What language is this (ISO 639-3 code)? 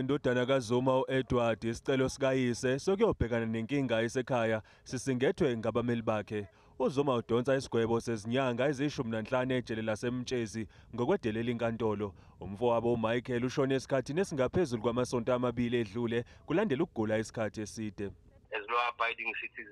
zul